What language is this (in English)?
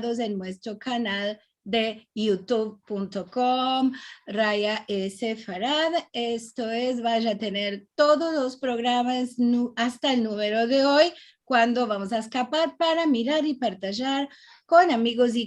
Ladino